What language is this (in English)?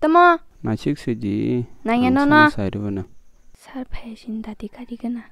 Kok Borok